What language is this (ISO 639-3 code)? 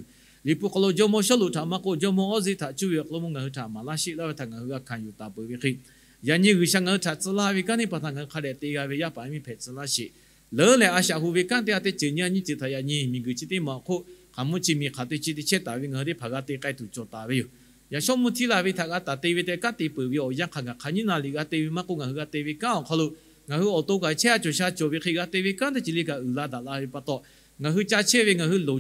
lhu